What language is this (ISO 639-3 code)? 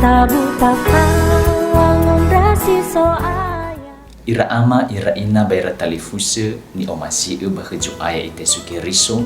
nia